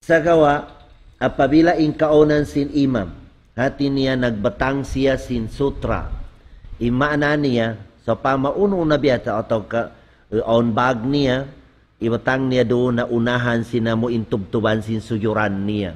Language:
Tausug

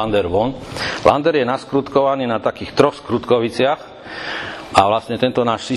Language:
Slovak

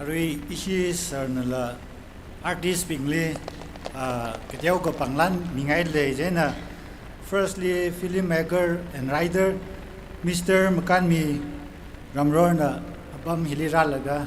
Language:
Tangkhul Naga (India)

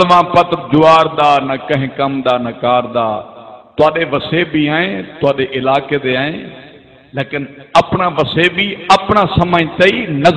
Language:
Saraiki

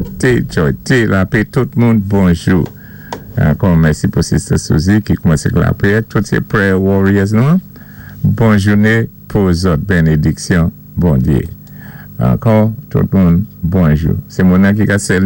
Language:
Saint Lucian Creole French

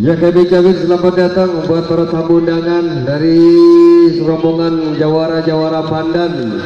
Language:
Betawi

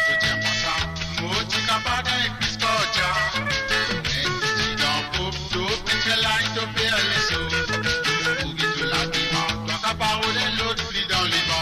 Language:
Morisyen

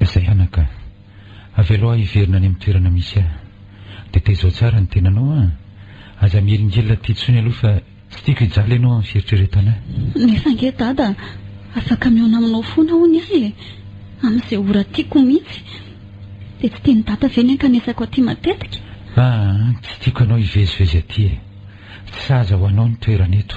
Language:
Malagasy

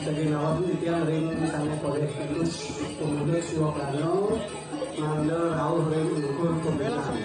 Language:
Balinese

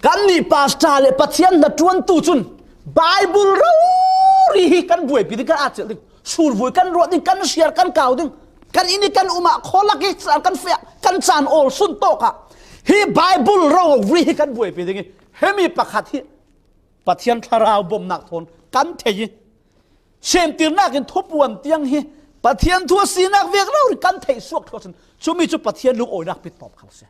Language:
Falam Chin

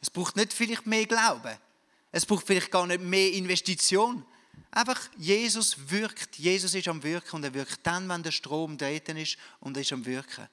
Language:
Swiss German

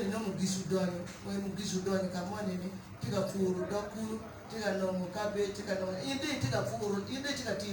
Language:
Acoli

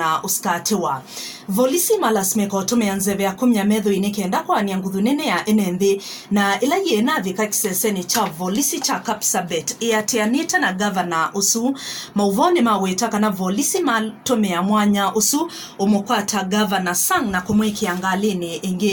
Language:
Kamba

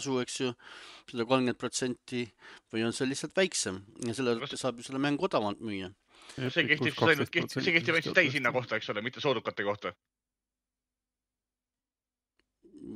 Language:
Estonian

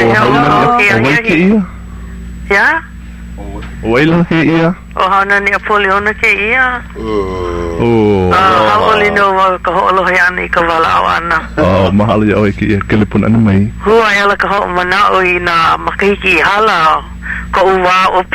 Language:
Hawaiian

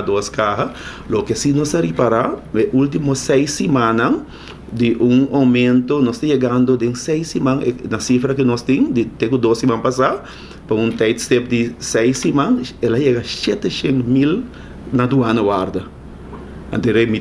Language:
Papiamento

